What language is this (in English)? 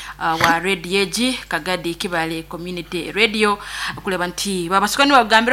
Nyankole